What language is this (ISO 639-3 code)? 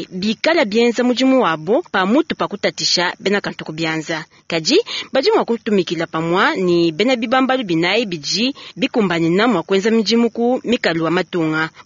lua